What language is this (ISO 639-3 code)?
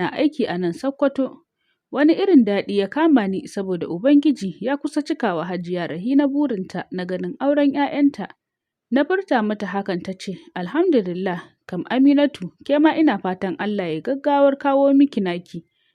hau